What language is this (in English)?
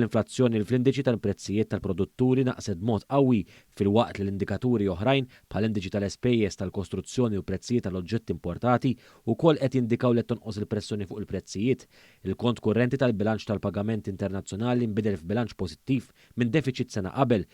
Maltese